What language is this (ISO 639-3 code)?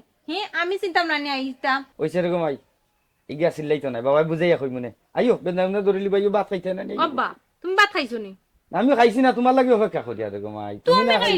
syl